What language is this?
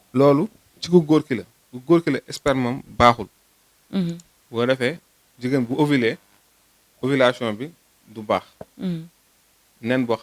Wolof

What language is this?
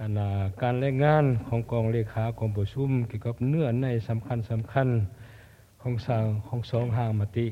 Lao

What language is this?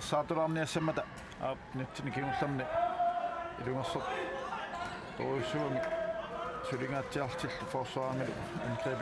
Kalaallisut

